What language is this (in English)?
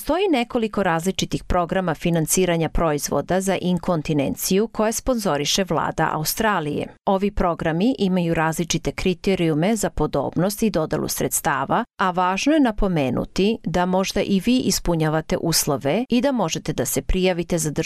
Serbian